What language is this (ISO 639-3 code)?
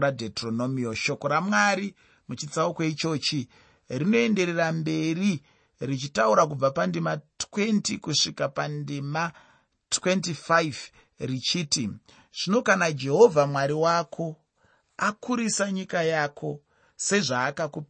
sna